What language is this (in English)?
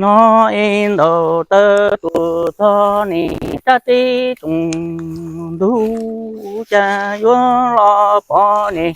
Hmong